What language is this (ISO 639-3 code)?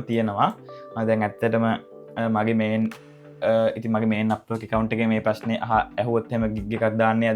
sin